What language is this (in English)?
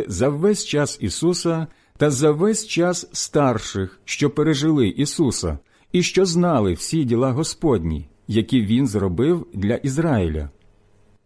Ukrainian